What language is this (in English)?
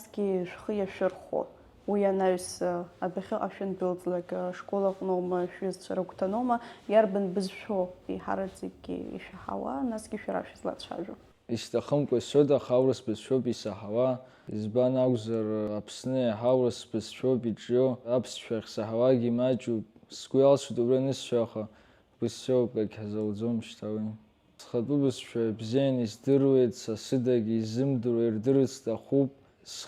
Abkhazian